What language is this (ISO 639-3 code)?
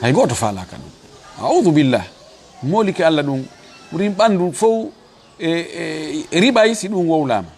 ful